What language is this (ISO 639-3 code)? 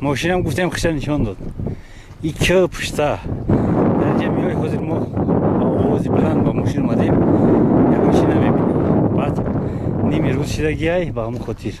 tgk